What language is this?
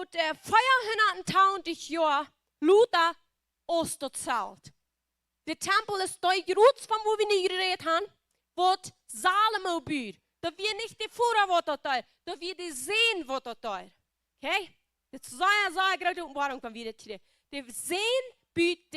Plautdietsch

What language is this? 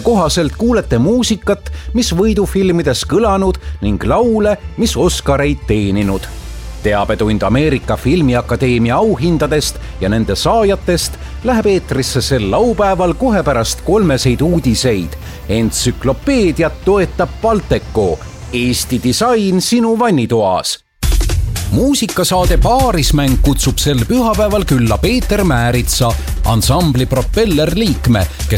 Estonian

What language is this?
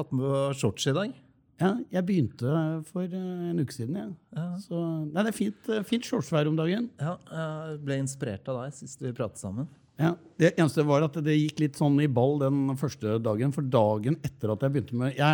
Norwegian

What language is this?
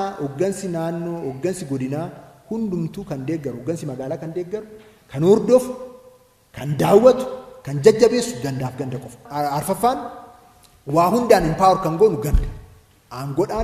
Oromo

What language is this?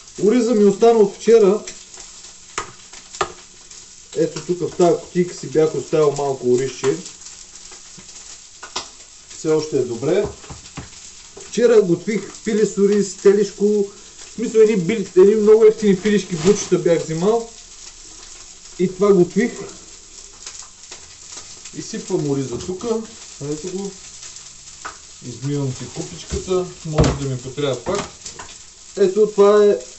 Bulgarian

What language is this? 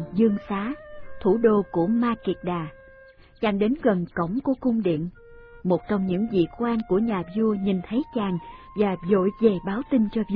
Vietnamese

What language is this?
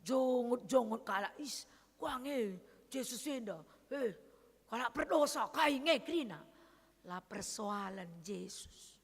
Batak Karo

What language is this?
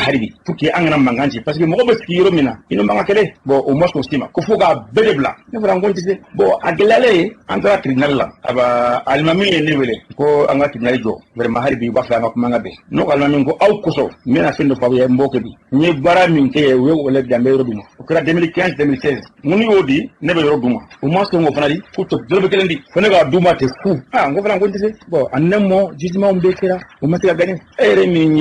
Bambara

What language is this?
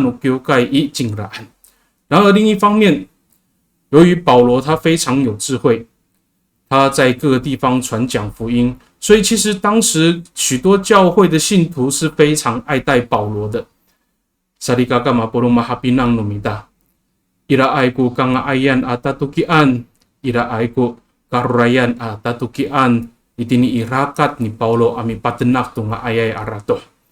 Amis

